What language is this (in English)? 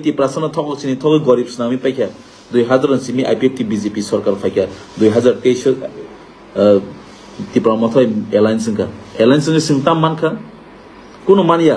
Kok Borok